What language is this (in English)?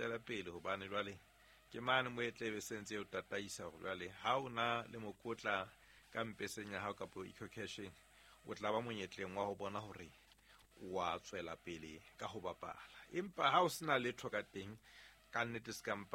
Southern Sotho